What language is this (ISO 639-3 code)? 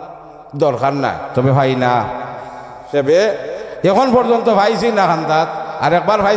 syl